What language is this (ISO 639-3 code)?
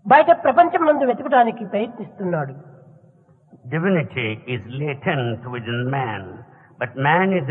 tel